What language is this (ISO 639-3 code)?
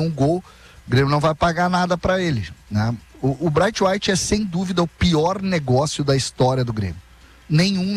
por